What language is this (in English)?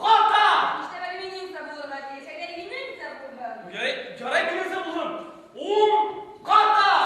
Bashkir